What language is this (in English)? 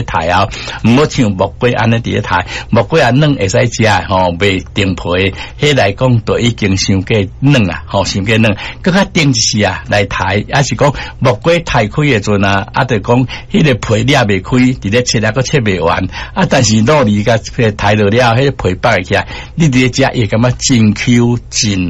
Min Nan Chinese